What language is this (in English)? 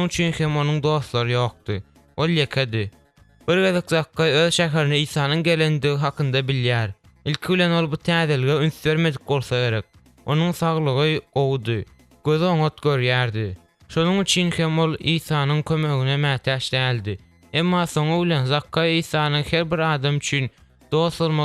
Turkmen